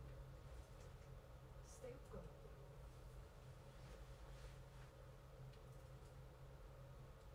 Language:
Japanese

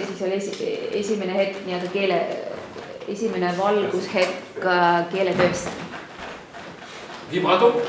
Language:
Estonian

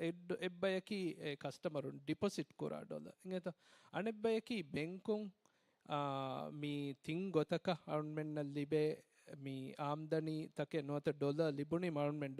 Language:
Divehi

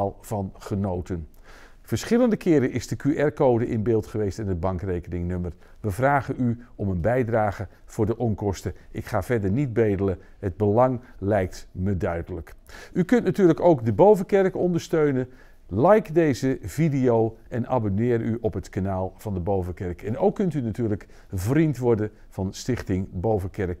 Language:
Dutch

